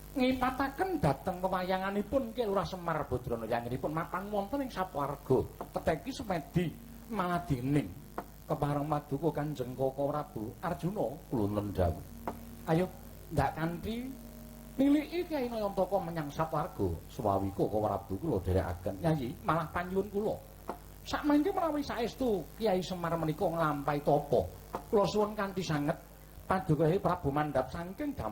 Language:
Javanese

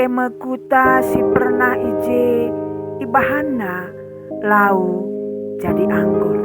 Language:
Batak Karo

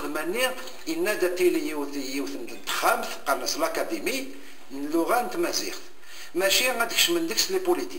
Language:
Kabyle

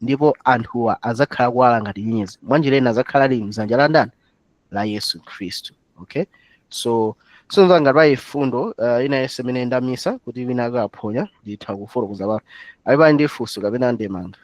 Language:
Nyanja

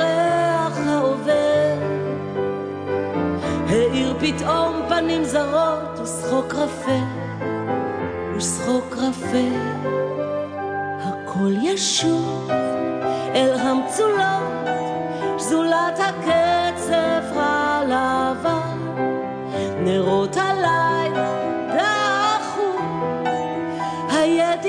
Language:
Hebrew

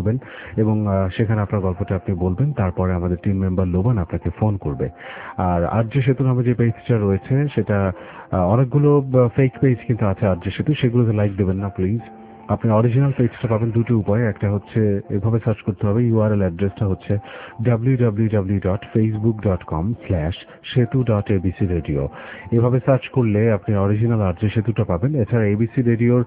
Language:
Bangla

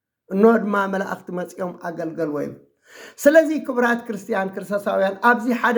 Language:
Tigrinya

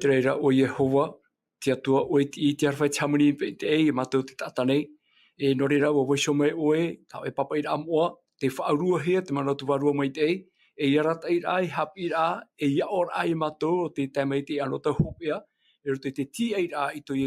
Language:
Tahitian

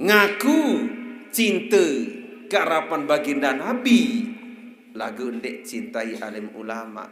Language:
Sasak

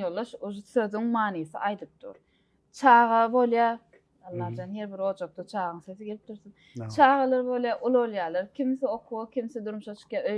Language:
Turkmen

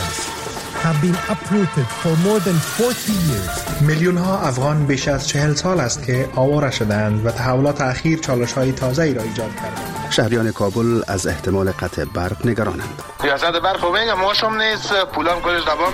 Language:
Persian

